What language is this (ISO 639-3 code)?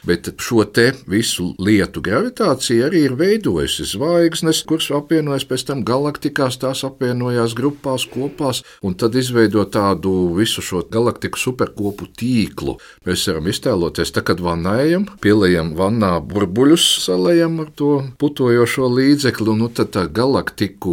lav